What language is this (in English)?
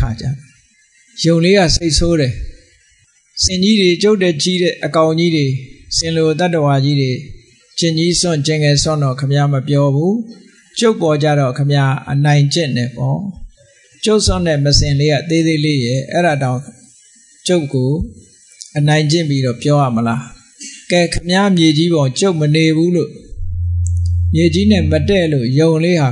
Burmese